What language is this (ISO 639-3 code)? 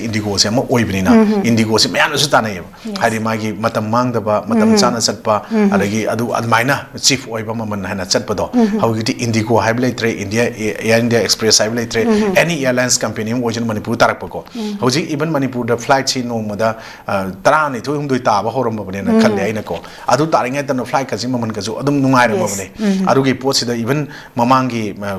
mni